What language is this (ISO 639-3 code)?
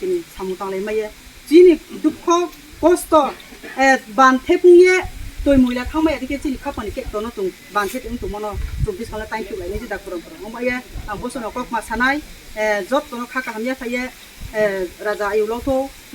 ria